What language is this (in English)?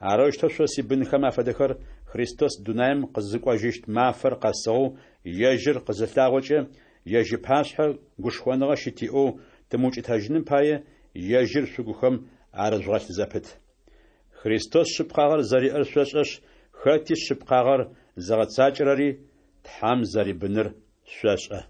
Adyghe